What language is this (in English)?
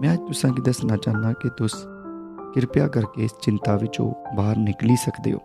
Dogri